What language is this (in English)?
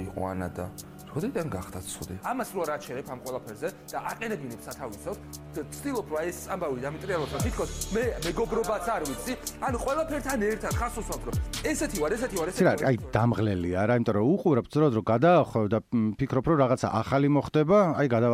Georgian